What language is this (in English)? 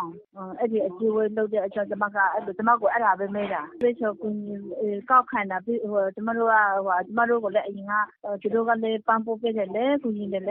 Burmese